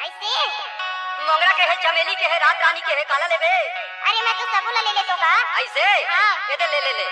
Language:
Chhattisgarhi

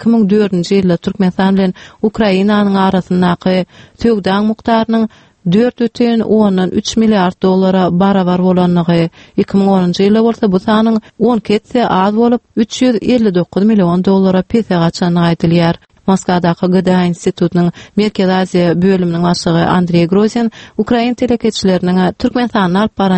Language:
Turkmen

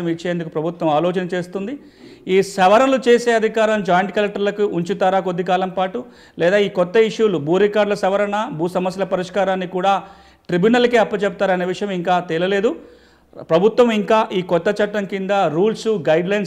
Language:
Telugu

